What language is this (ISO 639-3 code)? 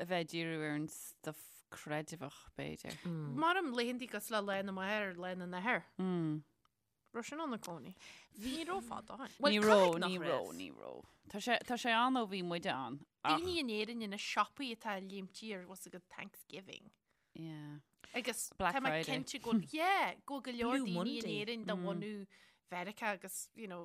gle